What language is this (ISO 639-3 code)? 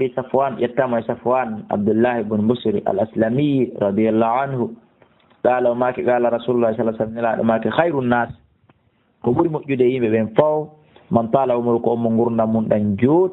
ful